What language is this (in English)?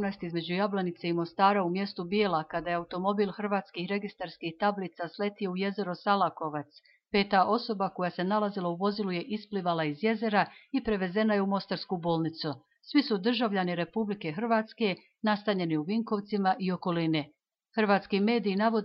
Bosnian